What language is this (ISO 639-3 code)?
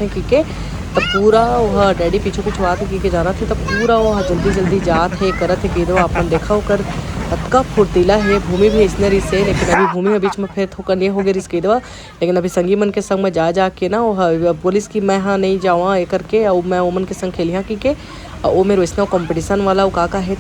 hne